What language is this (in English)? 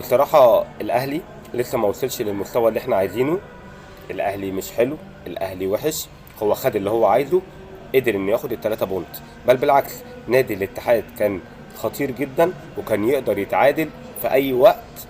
Egyptian Arabic